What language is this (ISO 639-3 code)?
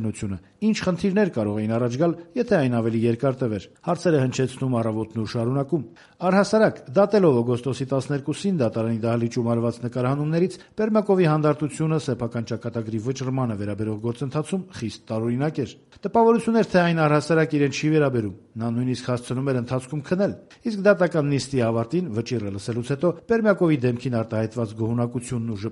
hye